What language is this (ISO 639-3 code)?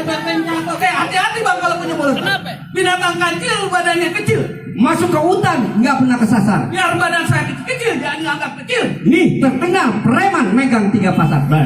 bew